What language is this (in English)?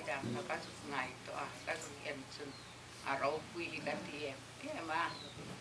Hmar